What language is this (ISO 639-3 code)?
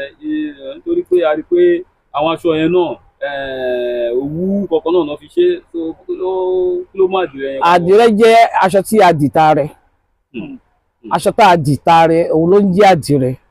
yor